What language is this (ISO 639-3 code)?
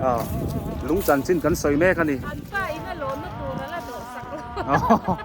biu